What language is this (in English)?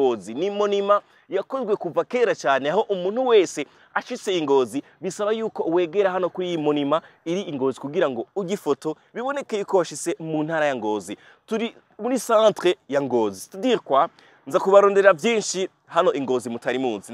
Rundi